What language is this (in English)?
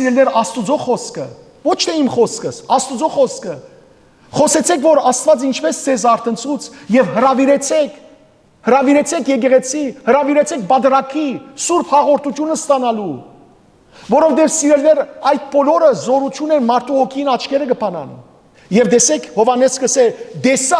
Western Armenian